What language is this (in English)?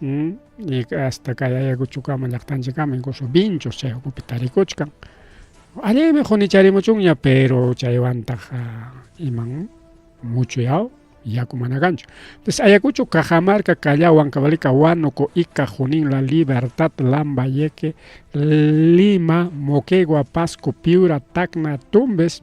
Ayacucho Quechua